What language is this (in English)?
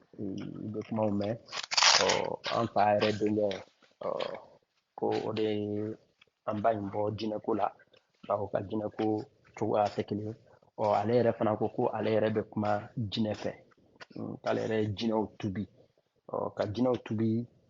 Bambara